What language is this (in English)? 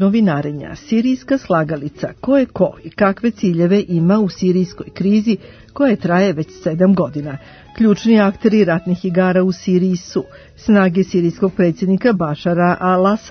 Serbian